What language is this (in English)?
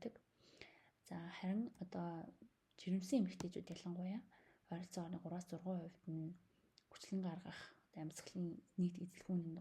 Mongolian